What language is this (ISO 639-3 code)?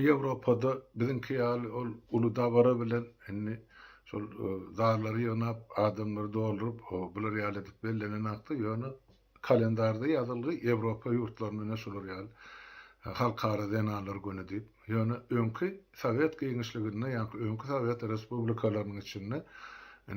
tuk